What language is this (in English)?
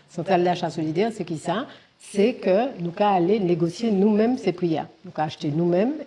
Guadeloupean Creole French